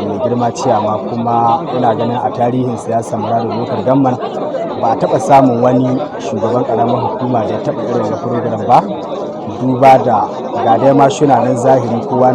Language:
Hausa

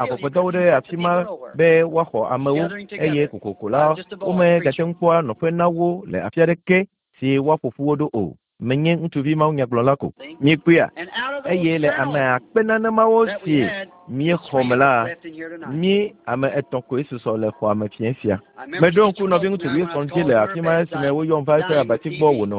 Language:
Ewe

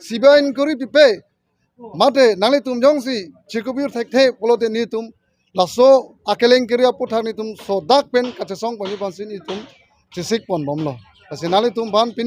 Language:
Karbi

